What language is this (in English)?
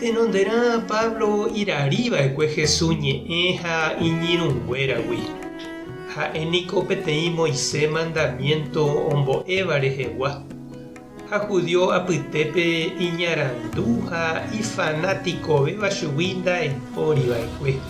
Guarani